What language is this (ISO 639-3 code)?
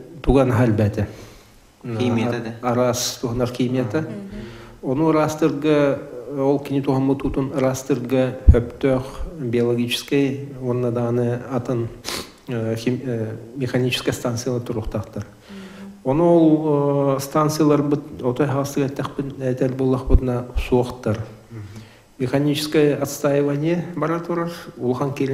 sah